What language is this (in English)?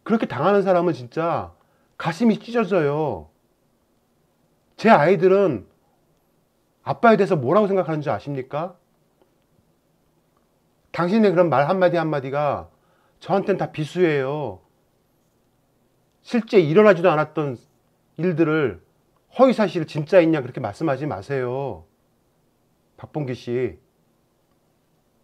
Korean